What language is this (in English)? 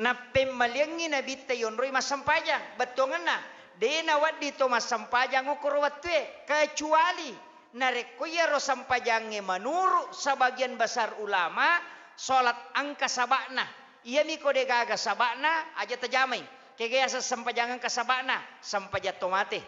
Buginese